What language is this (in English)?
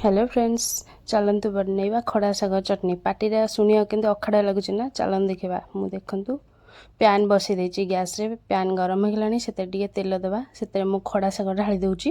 Odia